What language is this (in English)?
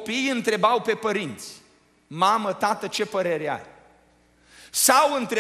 Romanian